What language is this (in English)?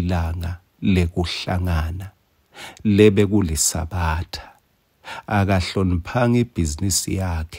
Swati